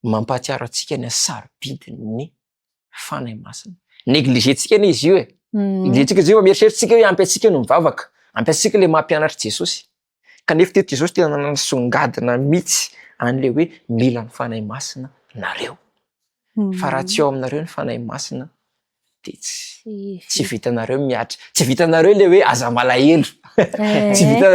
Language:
Malagasy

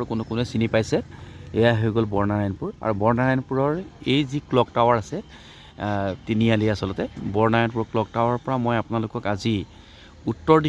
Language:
Assamese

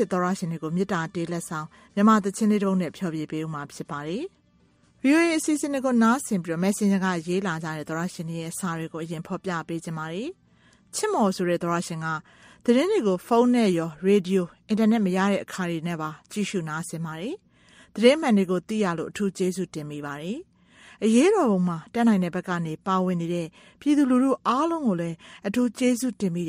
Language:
Burmese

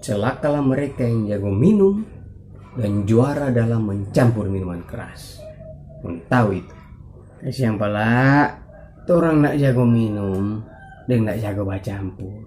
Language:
Manado Malay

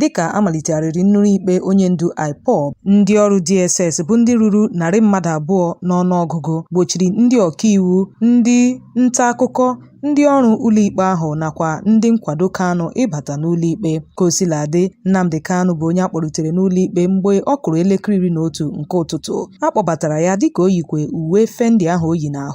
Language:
Igbo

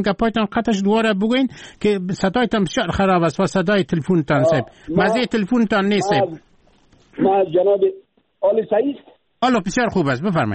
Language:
Persian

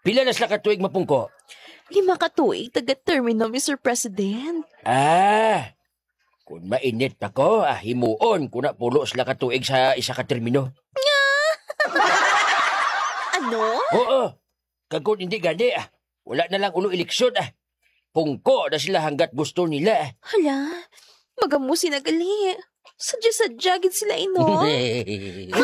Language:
Hiligaynon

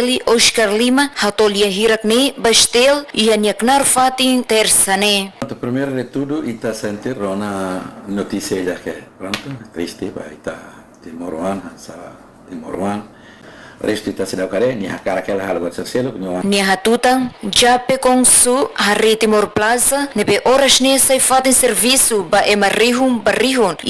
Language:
Tetum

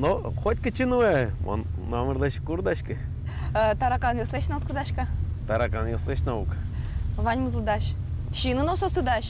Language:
Udmurt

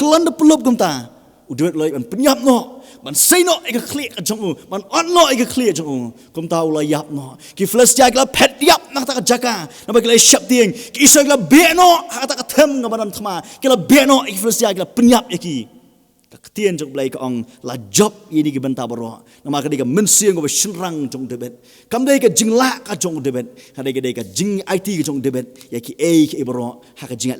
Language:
Khasi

